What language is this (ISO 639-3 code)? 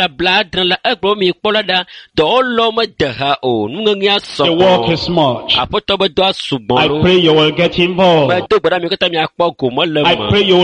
ewe